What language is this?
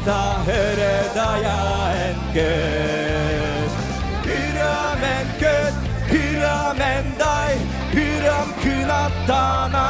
Yakut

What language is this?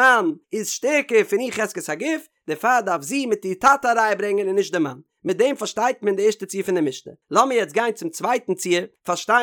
Yiddish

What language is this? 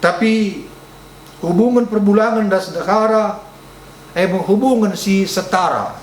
Batak Karo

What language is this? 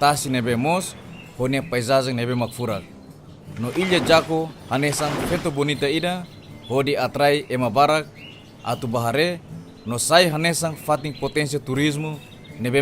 Tetum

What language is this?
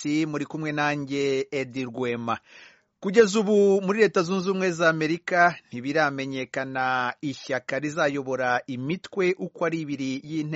Kinyarwanda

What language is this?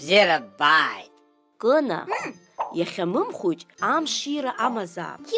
Abkhazian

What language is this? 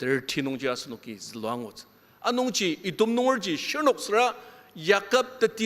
Ao Naga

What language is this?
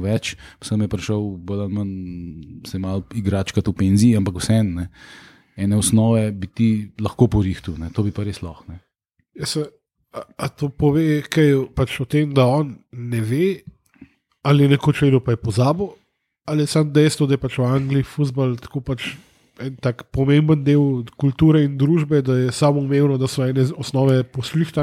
Slovenian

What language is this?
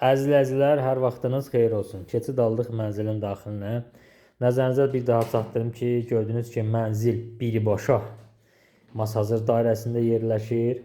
Azerbaijani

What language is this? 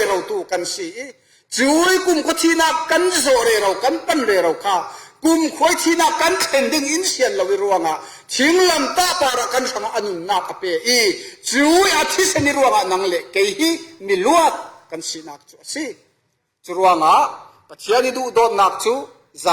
Falam Chin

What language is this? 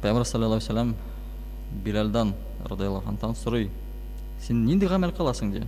Tatar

